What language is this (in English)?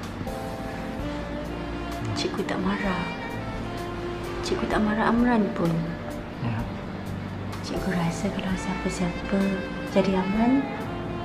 Malay